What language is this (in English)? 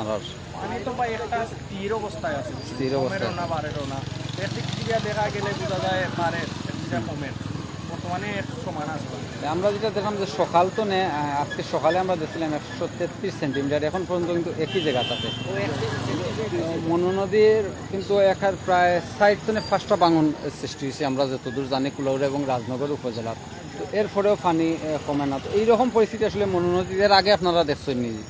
Sylheti